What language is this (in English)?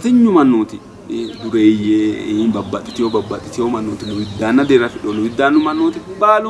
Sidamo